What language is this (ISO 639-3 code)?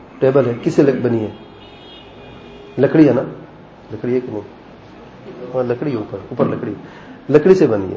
urd